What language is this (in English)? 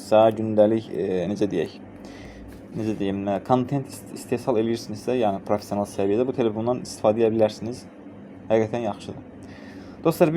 Azerbaijani